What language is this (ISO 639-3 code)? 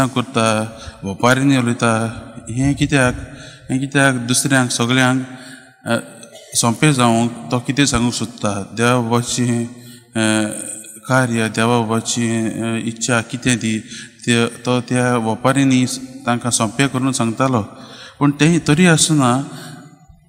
kok